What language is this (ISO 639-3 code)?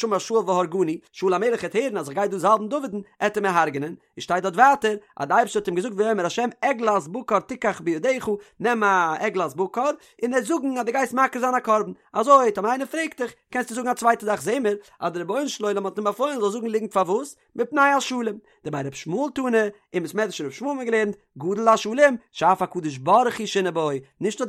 yid